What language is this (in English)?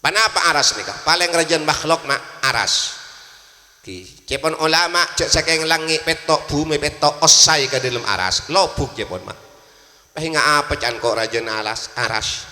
Madurese